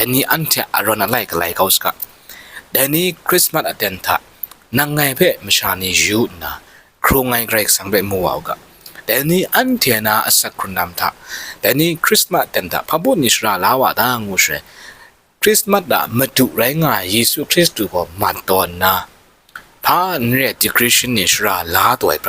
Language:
Kachin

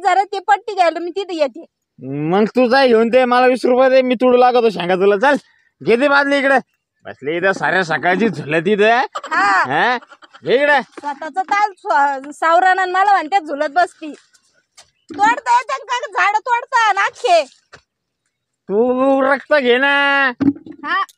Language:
Marathi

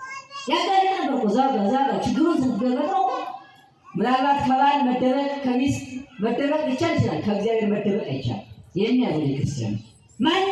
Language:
Amharic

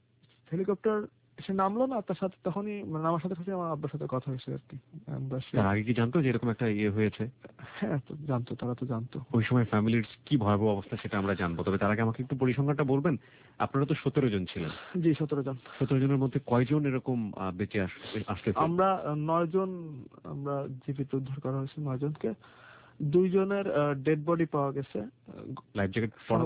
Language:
Bangla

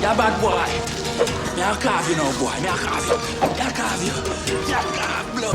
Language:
Jamaican Creole English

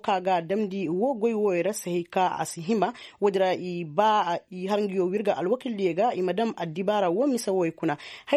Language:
Koyraboro Senni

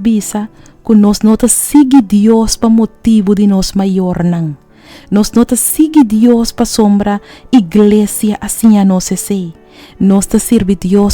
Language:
Papiamento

